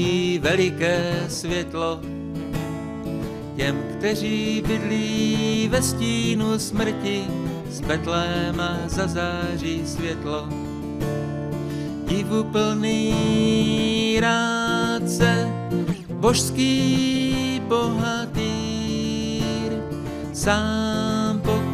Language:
Czech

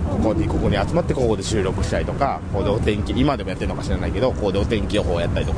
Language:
Japanese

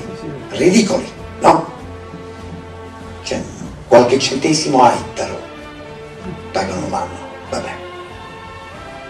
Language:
Italian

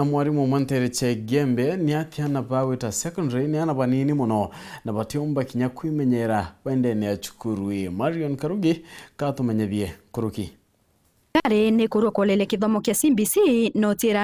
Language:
Meru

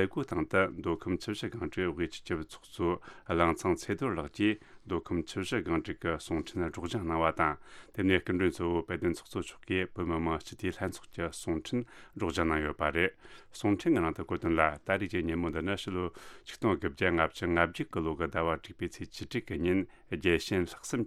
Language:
Tibetan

